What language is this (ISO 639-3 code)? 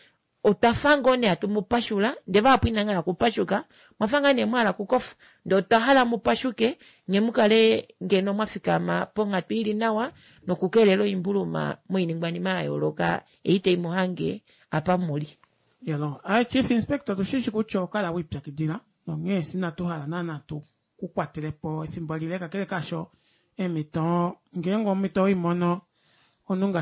kua